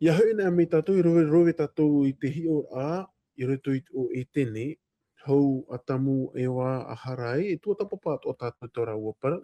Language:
Tahitian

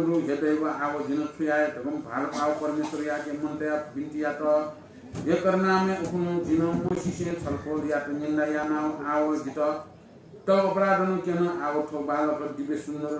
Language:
Newari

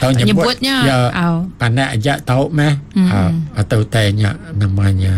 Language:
Iban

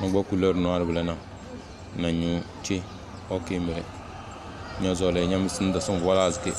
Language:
Tem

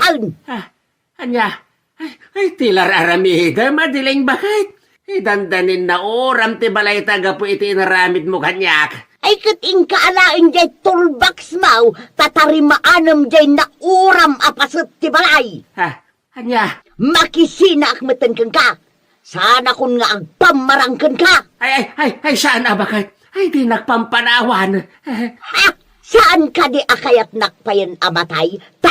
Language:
Iloko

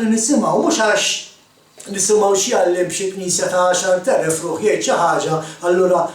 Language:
Maltese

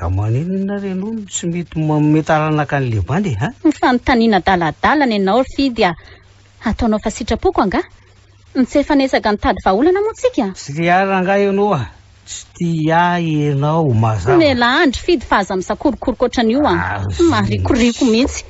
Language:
Malagasy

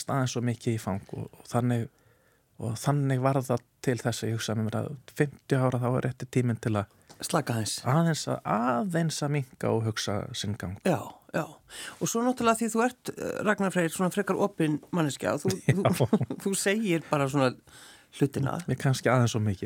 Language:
Icelandic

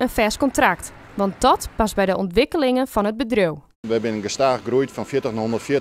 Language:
Western Frisian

